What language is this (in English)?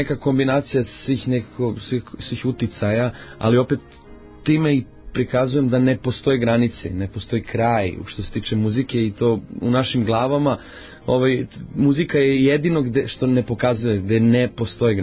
Serbian